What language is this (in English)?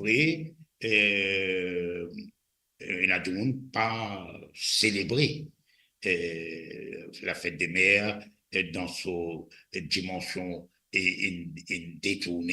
Morisyen